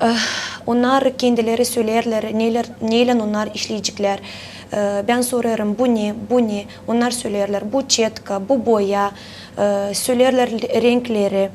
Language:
Gagauz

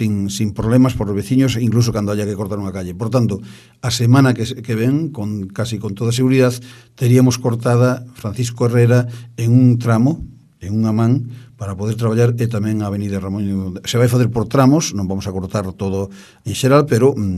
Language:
Galician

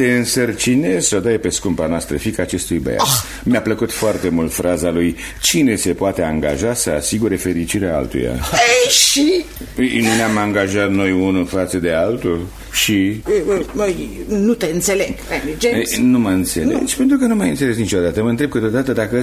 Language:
Romanian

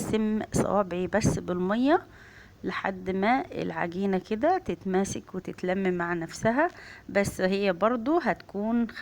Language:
Egyptian Arabic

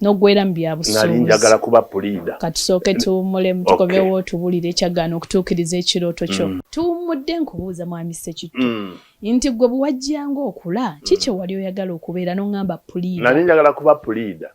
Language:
Ganda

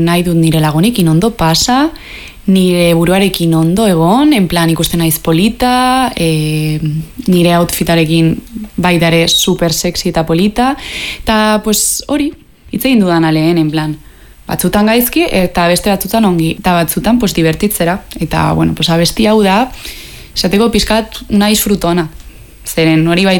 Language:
Basque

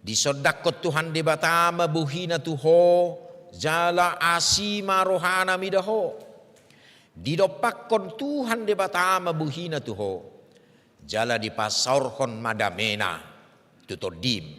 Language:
Batak Toba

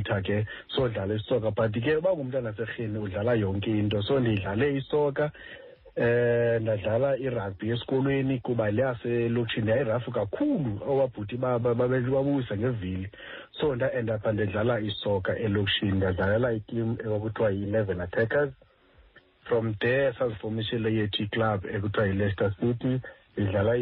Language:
Xhosa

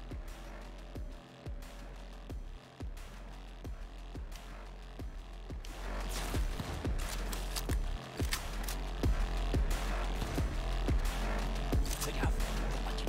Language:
French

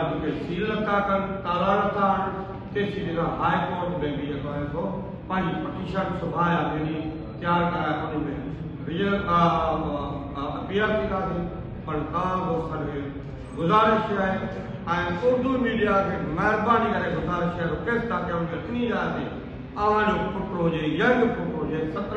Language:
Sindhi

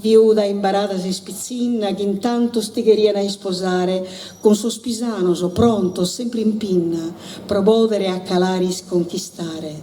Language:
Sardinian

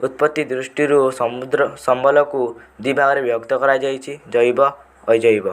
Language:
Odia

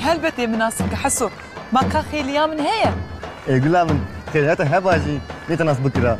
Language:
Kurdish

